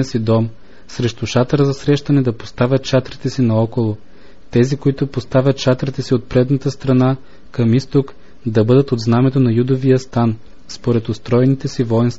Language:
Bulgarian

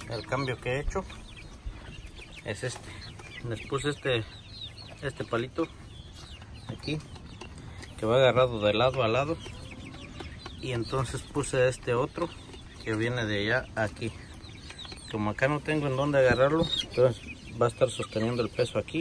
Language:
Spanish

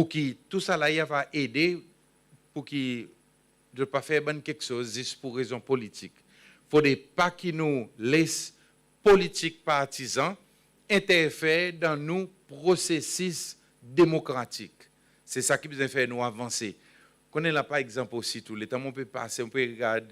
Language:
Seselwa Creole French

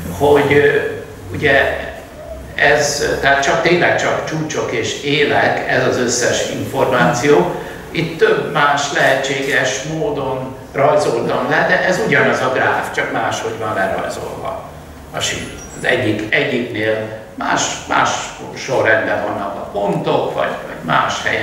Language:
Hungarian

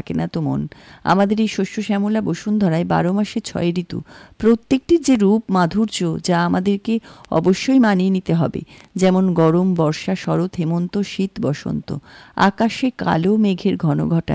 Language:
Bangla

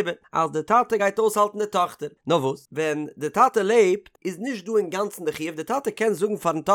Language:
Yiddish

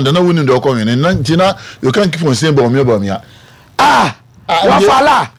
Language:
Akan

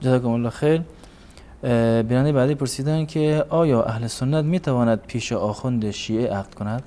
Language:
Persian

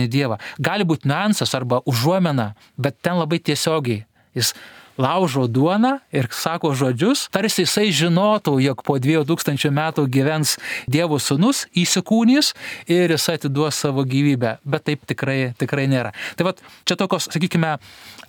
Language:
Lithuanian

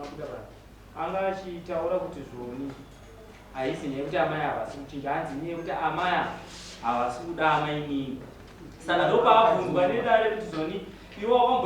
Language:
Shona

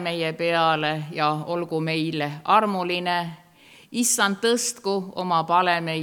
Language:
Estonian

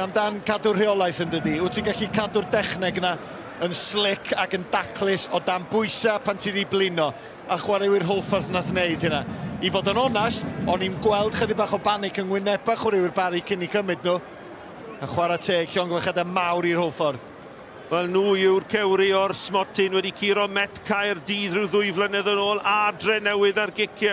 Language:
Welsh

